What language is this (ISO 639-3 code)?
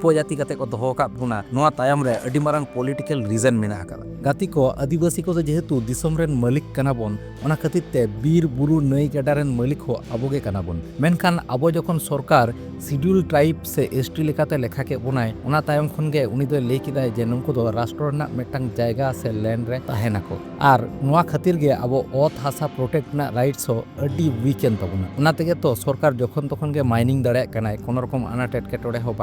sat